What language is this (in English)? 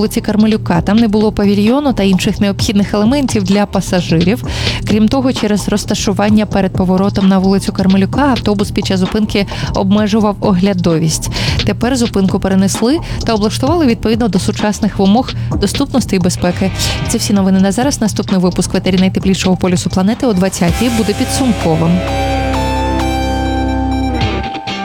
Ukrainian